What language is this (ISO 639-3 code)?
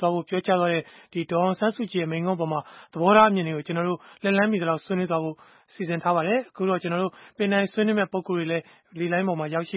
mya